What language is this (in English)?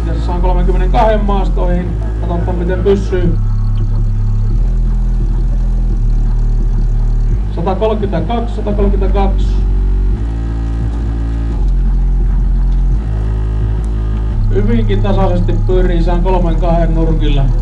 Finnish